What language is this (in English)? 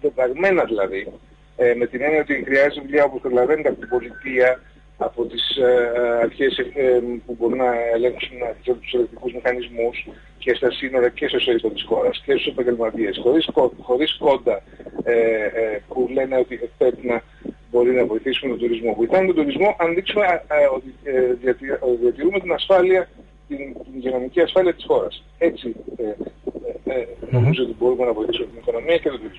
Greek